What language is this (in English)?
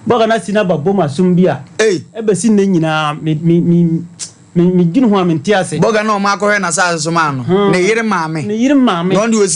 Akan